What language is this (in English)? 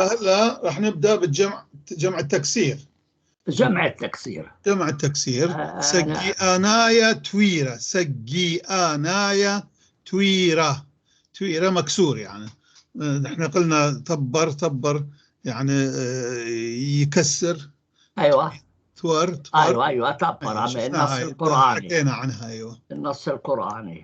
North Levantine Arabic